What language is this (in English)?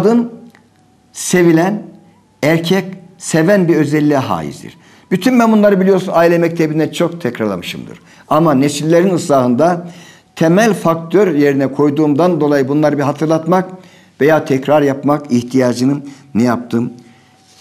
Turkish